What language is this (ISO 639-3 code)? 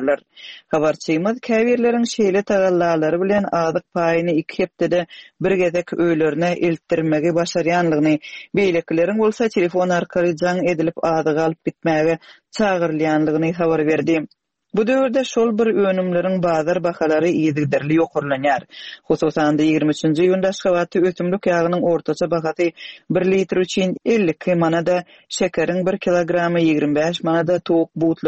tuk